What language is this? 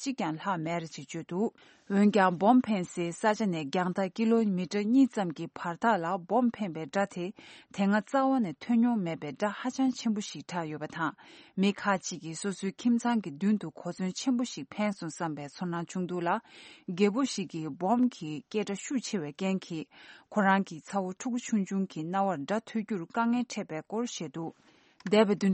Tibetan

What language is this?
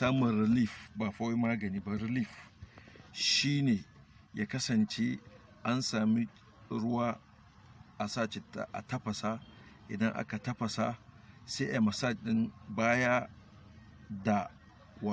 Hausa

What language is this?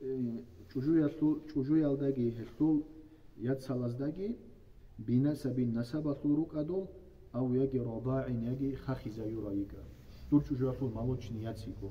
Avaric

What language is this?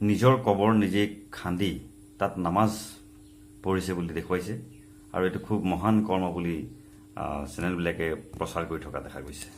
Assamese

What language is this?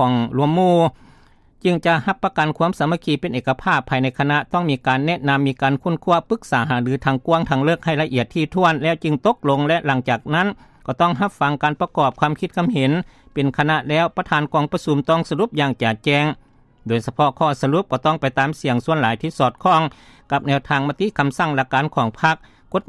Lao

